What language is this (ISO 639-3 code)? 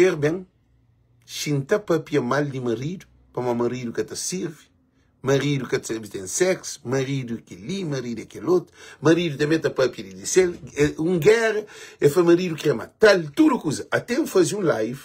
kea